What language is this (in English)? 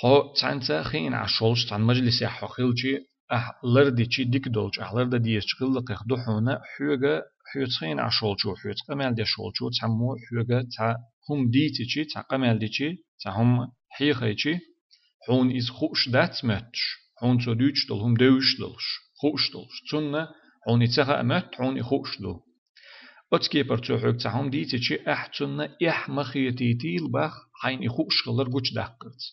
Chechen